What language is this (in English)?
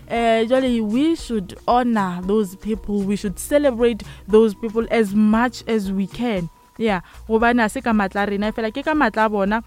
Northern Sotho